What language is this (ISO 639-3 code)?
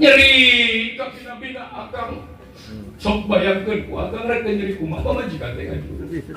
sun